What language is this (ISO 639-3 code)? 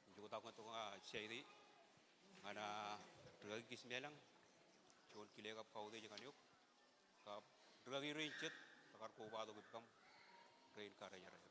mah